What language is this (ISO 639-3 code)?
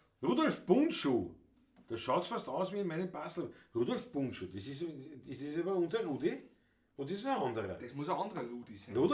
bar